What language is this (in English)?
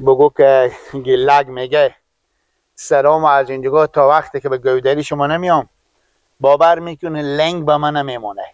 Persian